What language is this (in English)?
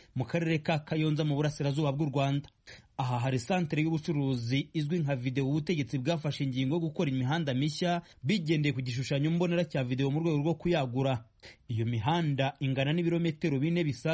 Kinyarwanda